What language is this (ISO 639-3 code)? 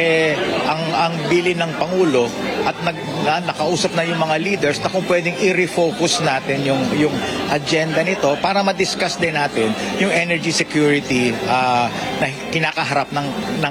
fil